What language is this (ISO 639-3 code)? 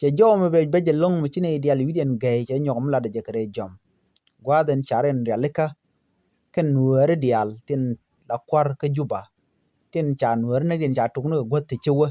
nus